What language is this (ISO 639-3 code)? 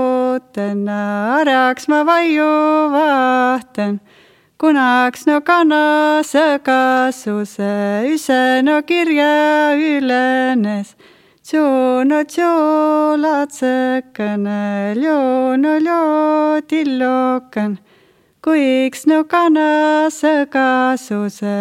est